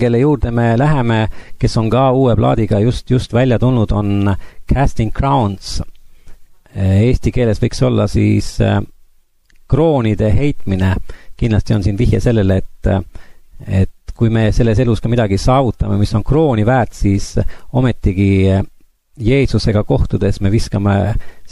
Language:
Estonian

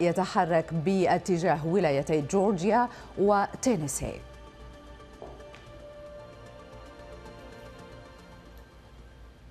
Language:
Arabic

